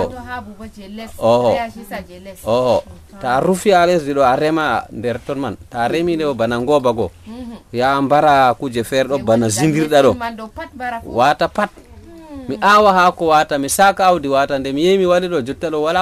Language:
Nigerian Fulfulde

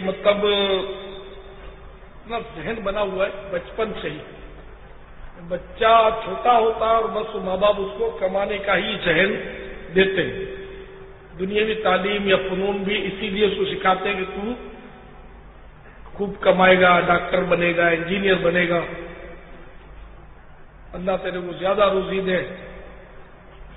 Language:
Urdu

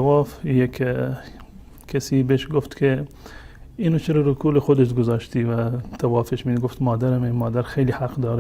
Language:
Persian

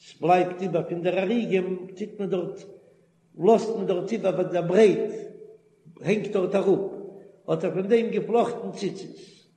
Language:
Yiddish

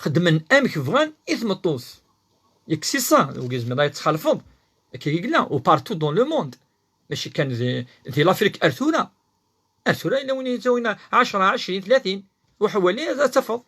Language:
Kabyle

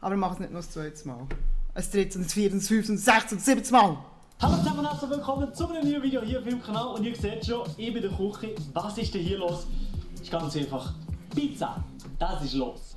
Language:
Swiss German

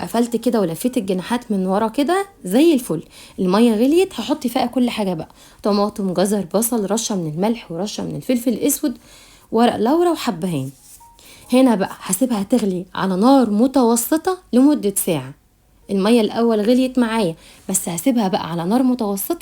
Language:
Egyptian Arabic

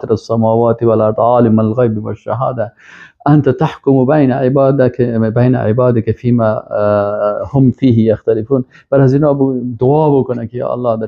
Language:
Persian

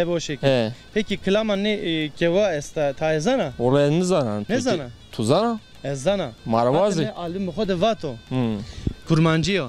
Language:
Zaza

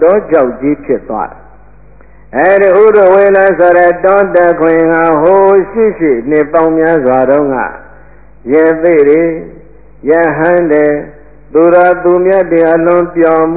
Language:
Burmese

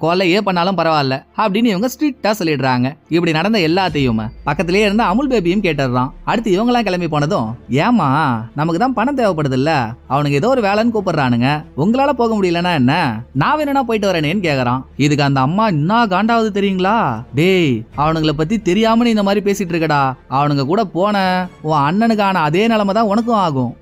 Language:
Tamil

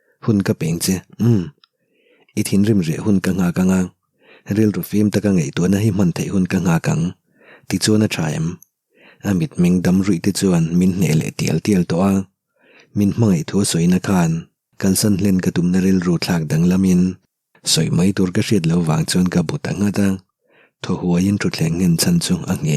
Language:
Mizo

